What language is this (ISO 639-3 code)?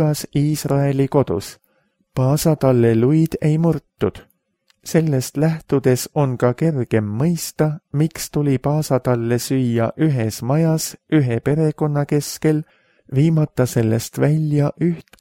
est